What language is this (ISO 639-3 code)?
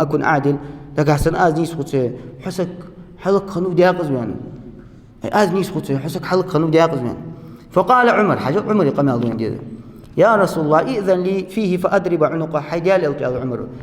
inh